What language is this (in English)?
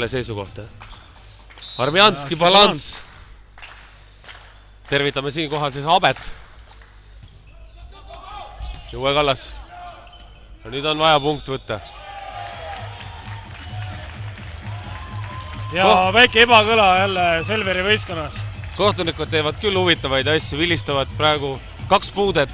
Estonian